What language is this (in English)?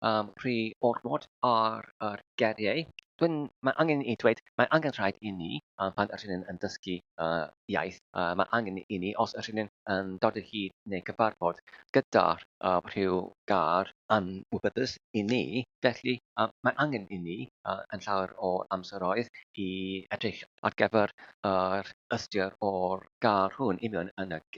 Welsh